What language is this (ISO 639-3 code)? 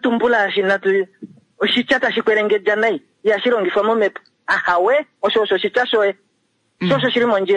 kua